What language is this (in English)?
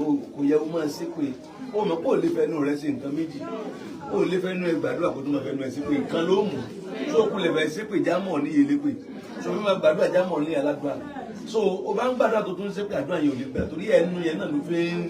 Yoruba